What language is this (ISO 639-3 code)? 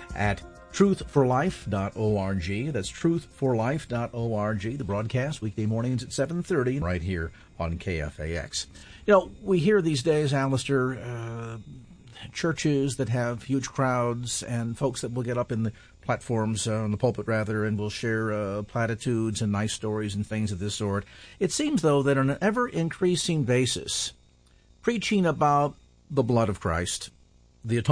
eng